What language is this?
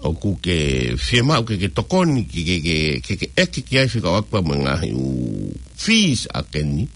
Tongan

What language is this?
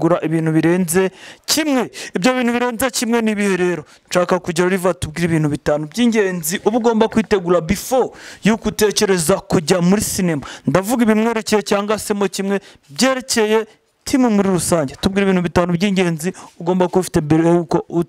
Kinyarwanda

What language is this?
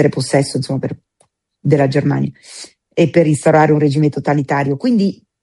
Italian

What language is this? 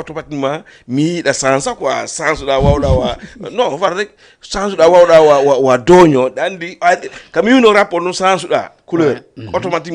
Fula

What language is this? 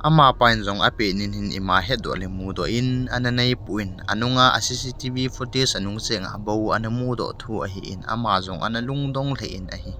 Thado Chin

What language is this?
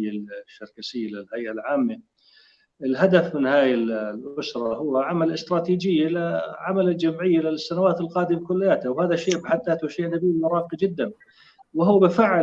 North Levantine Arabic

